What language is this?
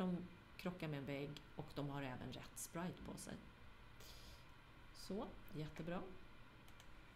Swedish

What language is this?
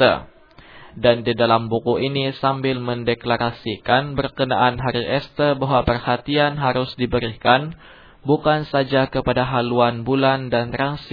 Indonesian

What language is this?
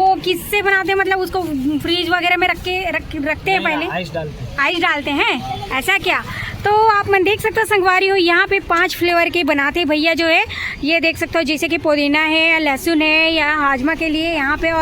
Chhattisgarhi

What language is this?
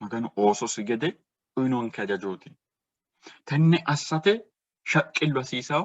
Sidamo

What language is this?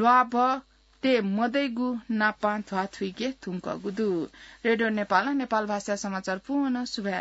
Newari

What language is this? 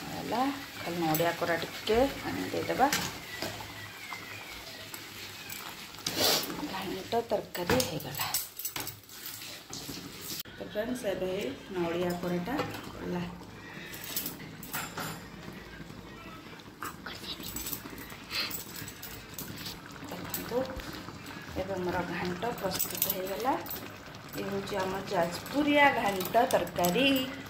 Odia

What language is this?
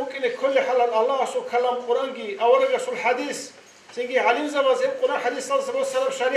Avaric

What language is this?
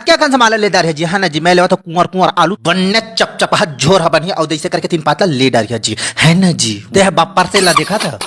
Chhattisgarhi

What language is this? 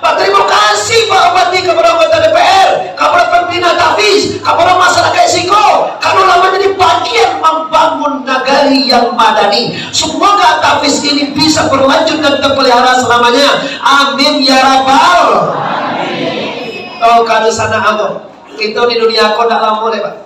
Minangkabau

